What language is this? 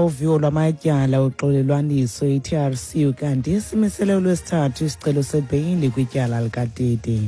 Xhosa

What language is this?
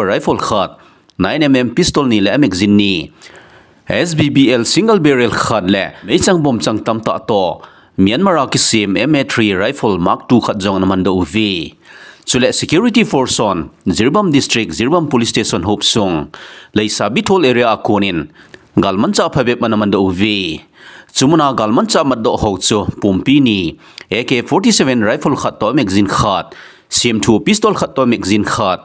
Thado Chin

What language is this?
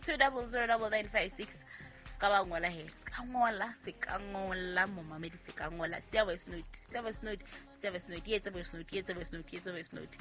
Southern Sotho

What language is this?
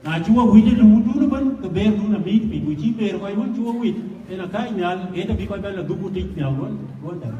Dinka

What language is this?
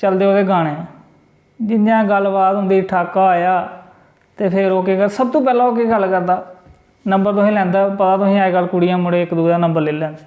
Dogri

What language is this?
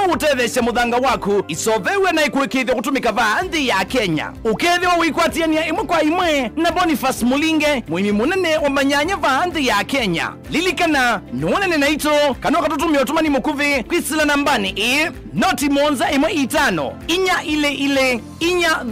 Kamba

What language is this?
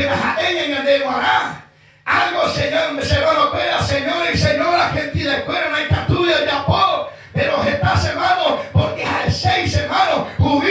Guarani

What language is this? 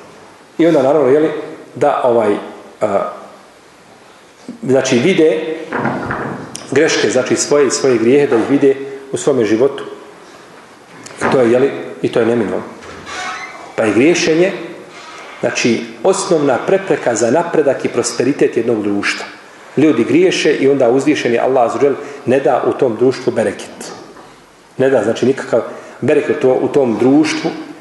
Bosnian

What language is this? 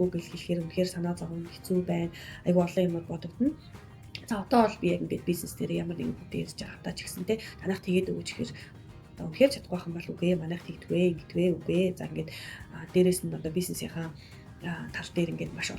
Mongolian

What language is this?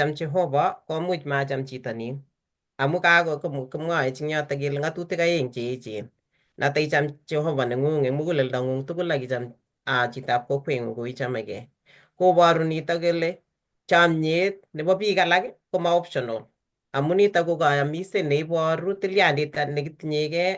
Kalenjin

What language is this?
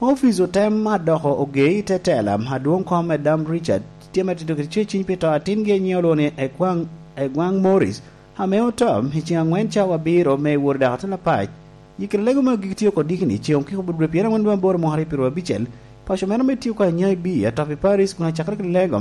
Lango (Uganda)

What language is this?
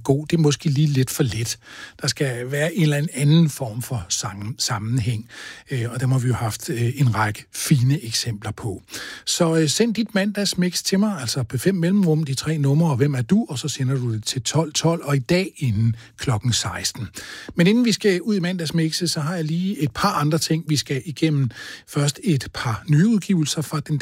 Danish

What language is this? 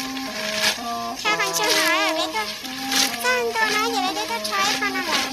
Hmong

